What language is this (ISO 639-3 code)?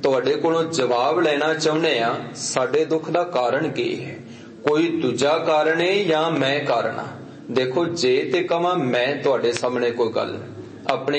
pan